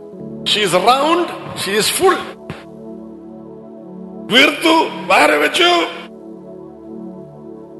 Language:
Malayalam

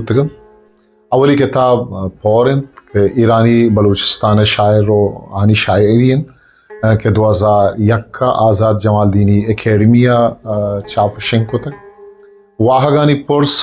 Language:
Eastern Balochi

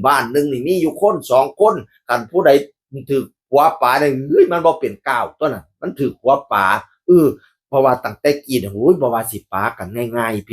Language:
Northeastern Thai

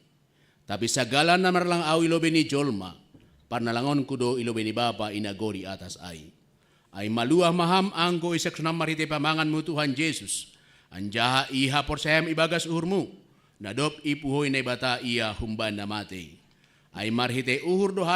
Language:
Batak Simalungun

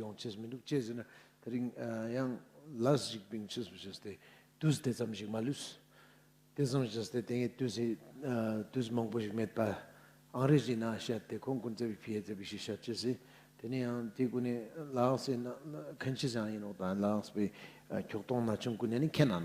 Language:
Ladakhi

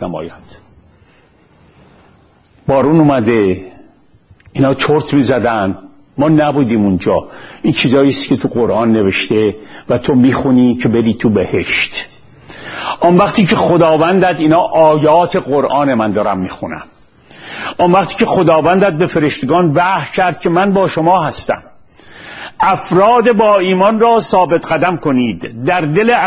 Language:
Persian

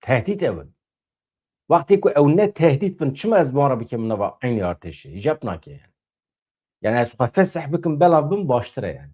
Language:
Kurdish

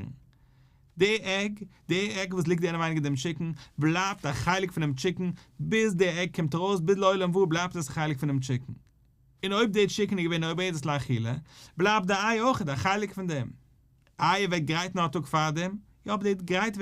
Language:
Yiddish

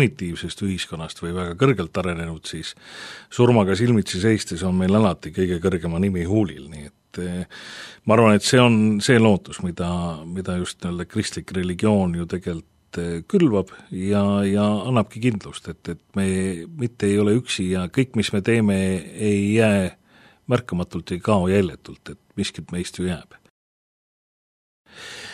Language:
Estonian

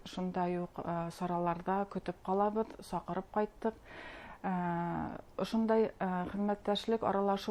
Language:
Bashkir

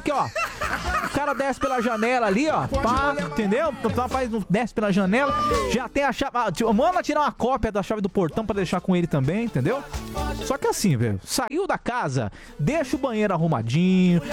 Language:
Portuguese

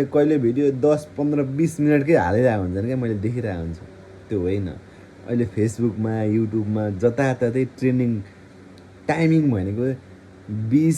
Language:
Nepali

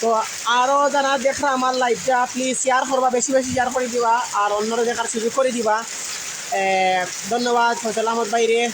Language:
Sylheti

